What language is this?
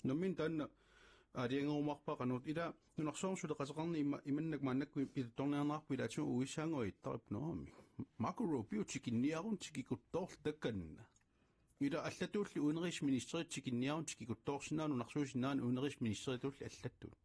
Kalaallisut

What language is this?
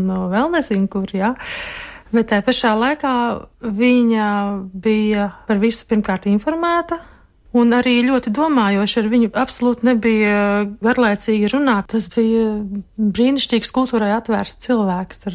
Latvian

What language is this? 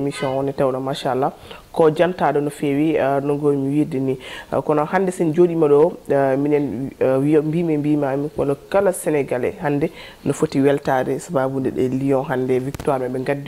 Fula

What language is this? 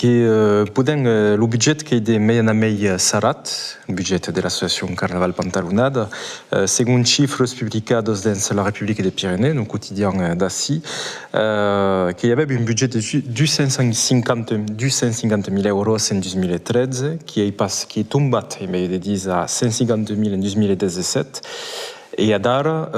Occitan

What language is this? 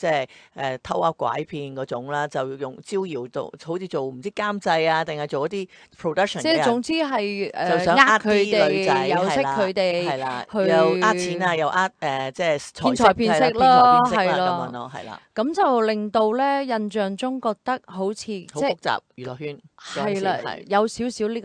Cantonese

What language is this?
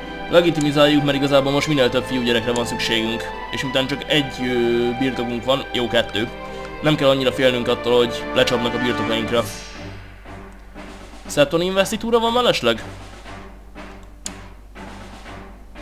Hungarian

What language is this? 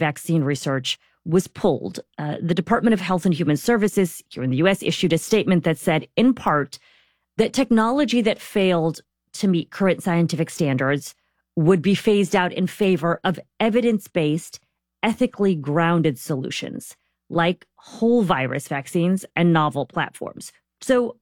English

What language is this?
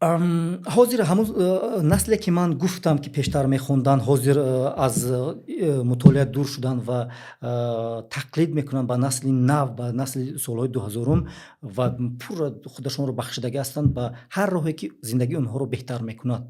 Tajik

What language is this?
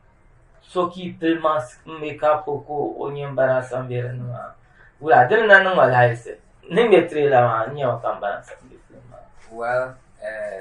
Dagbani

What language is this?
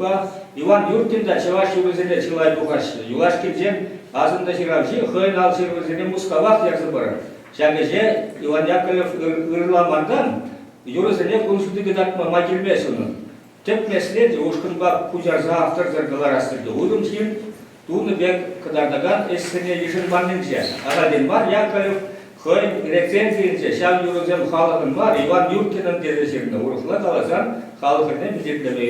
Chuvash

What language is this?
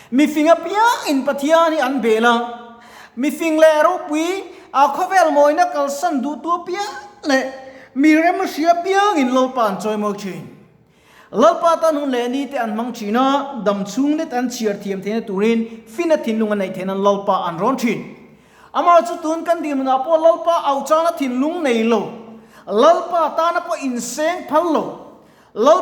Mizo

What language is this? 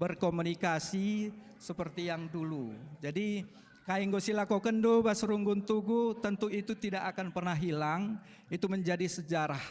Batak Karo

